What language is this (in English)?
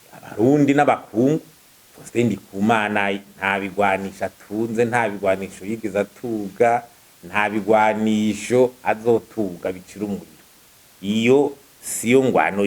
Rundi